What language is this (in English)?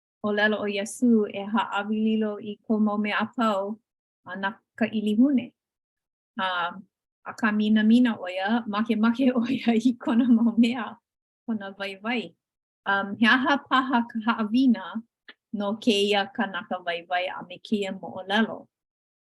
Hawaiian